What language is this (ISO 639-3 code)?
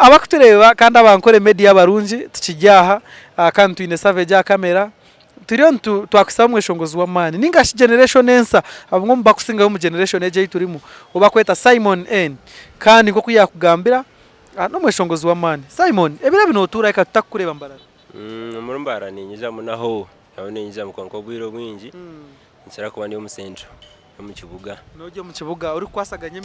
nyn